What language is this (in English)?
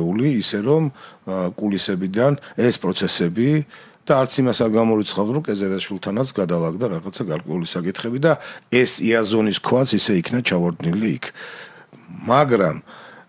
Georgian